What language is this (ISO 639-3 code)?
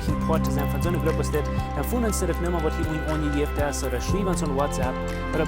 pdt